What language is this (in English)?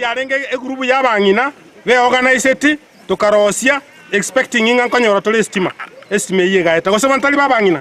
Gusii